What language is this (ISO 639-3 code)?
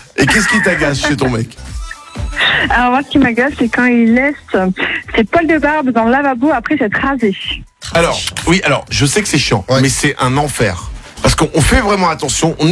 fra